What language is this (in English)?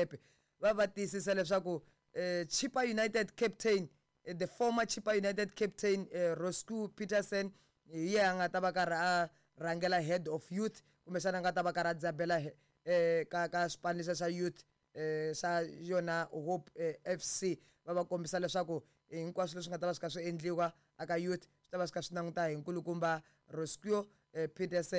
Tsonga